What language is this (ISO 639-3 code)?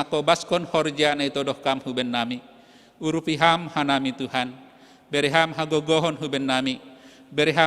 bts